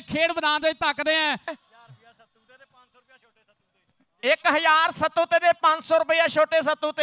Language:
Punjabi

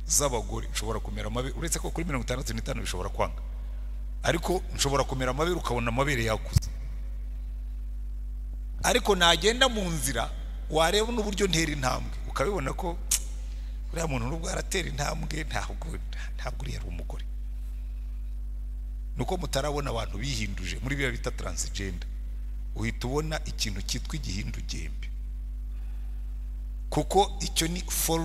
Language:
Kinyarwanda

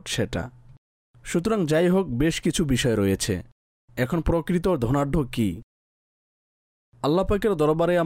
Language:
Bangla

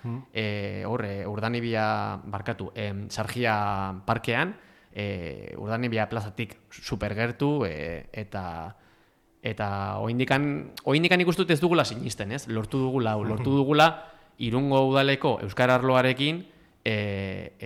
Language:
Basque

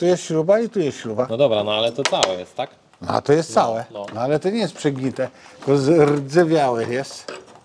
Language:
Polish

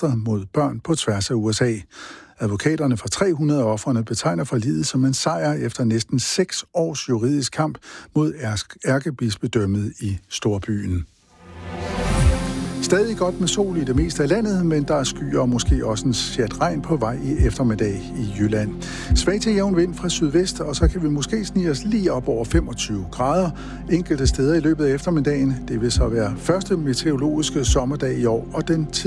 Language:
Danish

